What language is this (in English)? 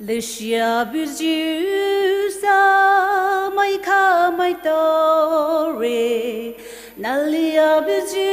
Poumei Naga